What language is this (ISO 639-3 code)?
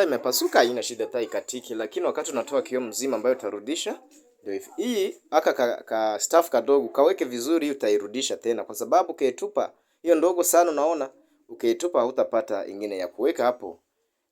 swa